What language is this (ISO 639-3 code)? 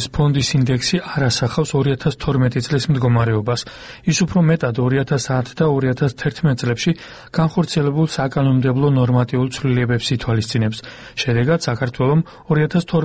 kat